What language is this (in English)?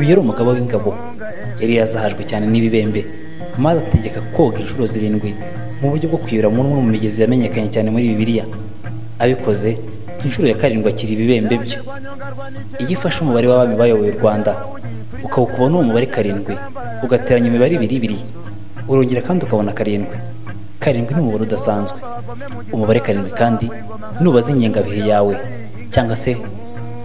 Kinyarwanda